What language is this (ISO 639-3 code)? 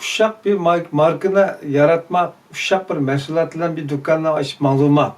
uig